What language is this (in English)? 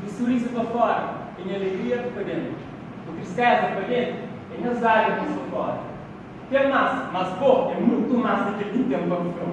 Kabuverdianu